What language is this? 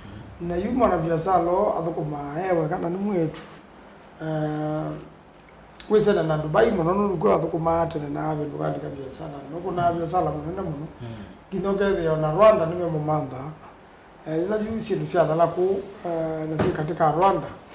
Kamba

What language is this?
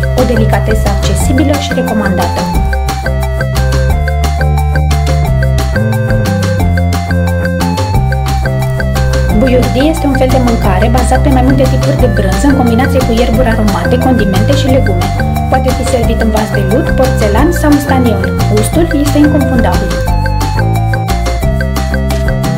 Romanian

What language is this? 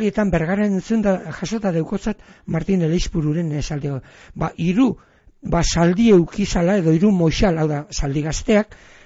Basque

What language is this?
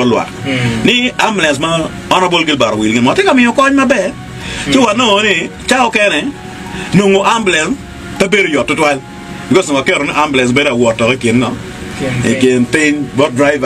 Acoli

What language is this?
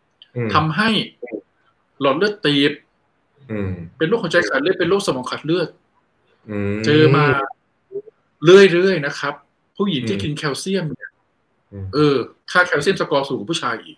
Thai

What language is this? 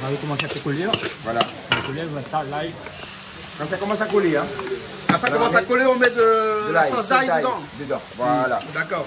Réunion Creole French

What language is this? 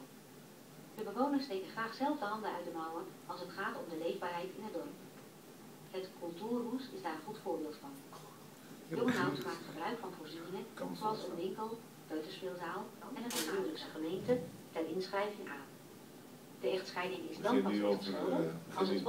Dutch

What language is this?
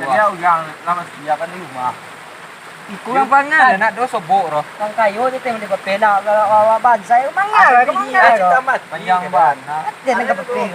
Minangkabau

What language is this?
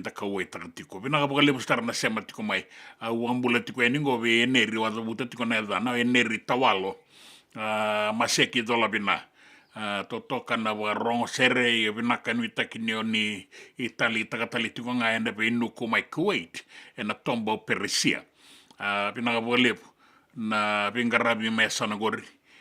Fijian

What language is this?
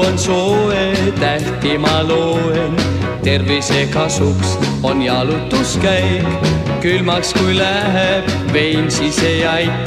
Estonian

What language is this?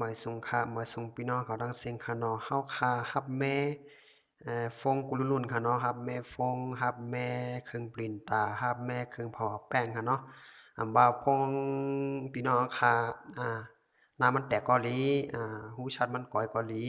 Shan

